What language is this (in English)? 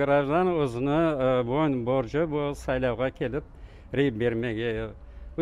Crimean Tatar